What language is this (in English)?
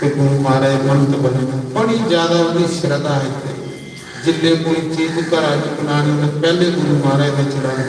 Dogri